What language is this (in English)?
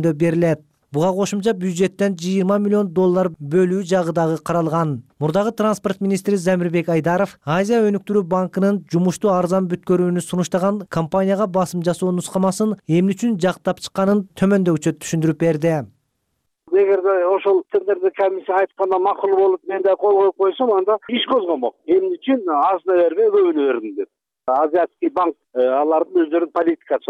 Kyrgyz